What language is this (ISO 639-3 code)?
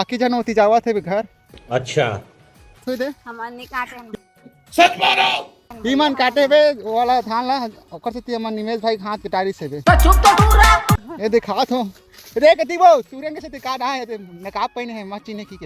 hne